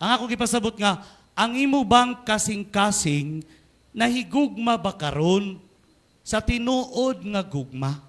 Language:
Cebuano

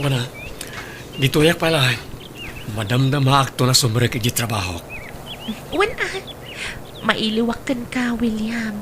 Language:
Iloko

